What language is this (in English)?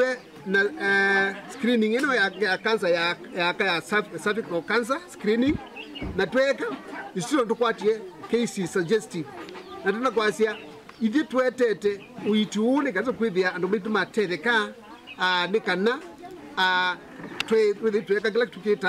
Kamba